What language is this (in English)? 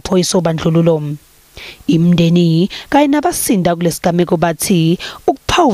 Zulu